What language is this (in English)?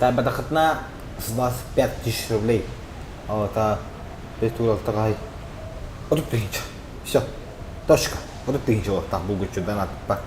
Yakut